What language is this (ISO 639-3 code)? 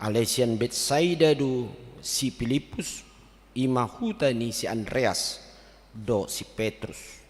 bbc